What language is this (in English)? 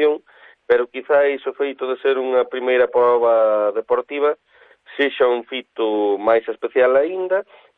Galician